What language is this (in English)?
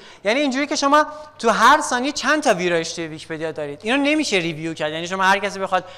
Persian